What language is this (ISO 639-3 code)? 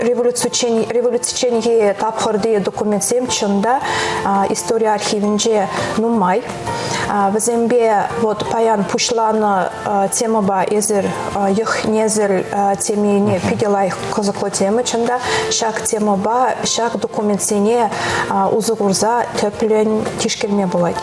chv